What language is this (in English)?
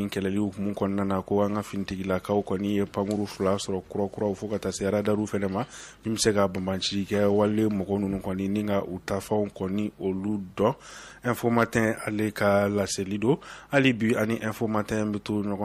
Bambara